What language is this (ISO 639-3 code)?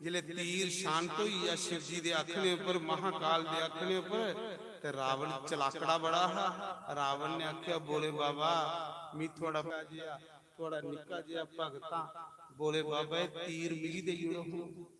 doi